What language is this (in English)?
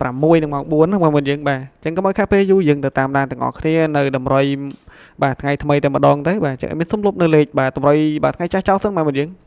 Khmer